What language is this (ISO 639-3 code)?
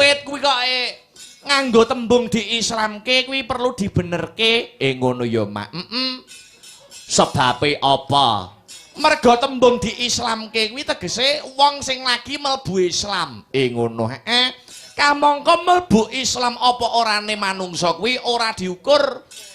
jav